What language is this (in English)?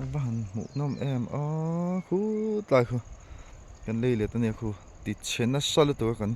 Mizo